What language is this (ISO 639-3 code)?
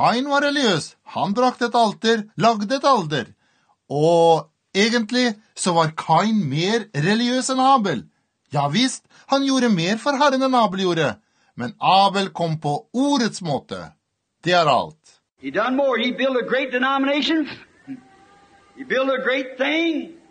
nor